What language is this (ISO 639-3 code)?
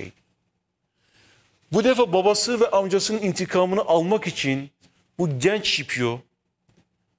tur